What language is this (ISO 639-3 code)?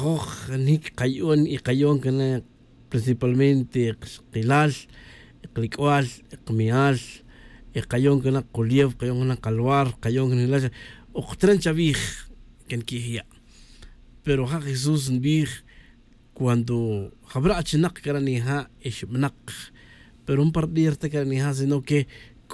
tzj